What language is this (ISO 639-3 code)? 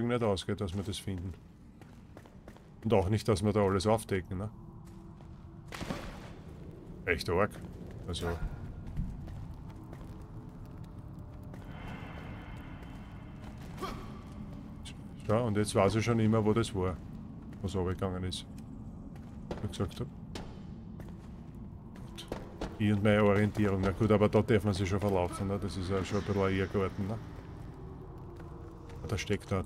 deu